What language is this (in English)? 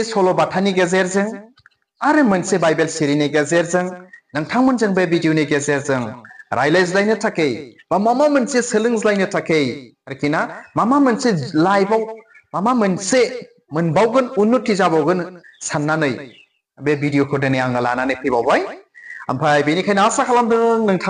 Bodo